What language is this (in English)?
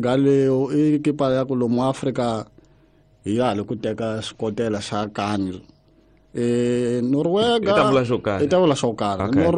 Tsonga